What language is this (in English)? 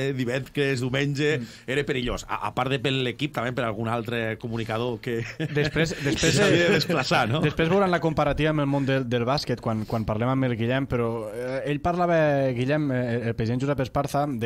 Catalan